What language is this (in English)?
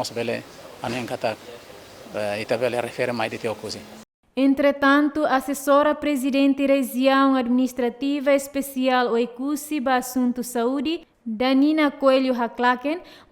Tetum